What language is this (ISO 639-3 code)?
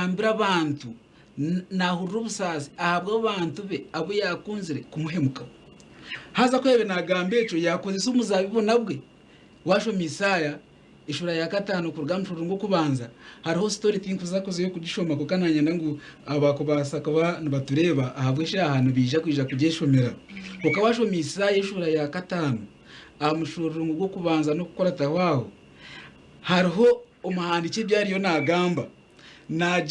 nyn